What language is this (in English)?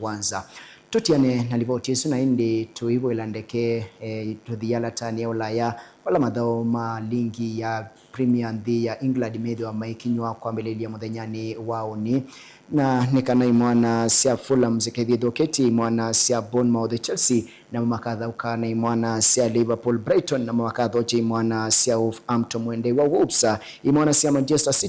Kamba